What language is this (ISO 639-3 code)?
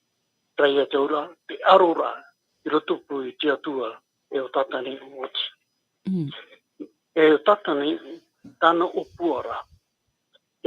tah